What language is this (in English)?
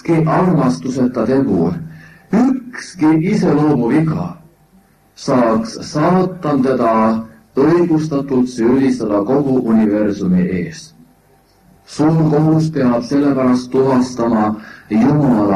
Estonian